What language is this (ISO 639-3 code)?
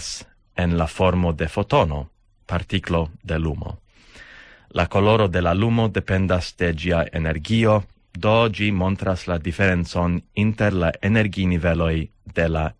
epo